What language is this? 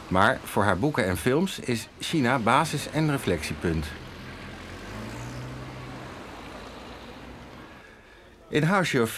Dutch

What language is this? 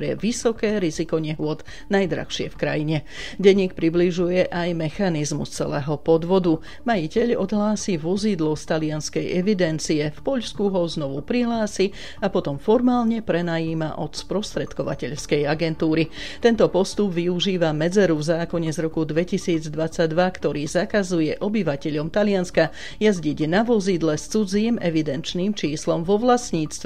Slovak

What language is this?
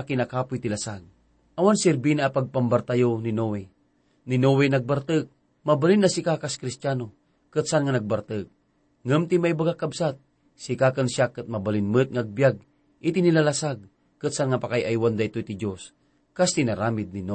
Iloko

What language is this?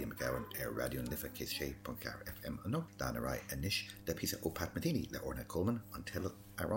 Irish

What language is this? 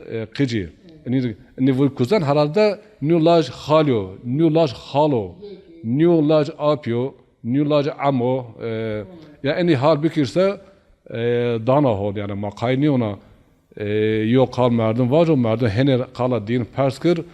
Zaza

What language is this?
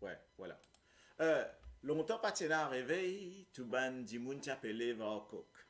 Morisyen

